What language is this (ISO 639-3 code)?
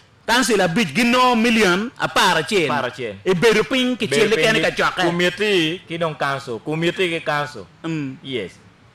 ach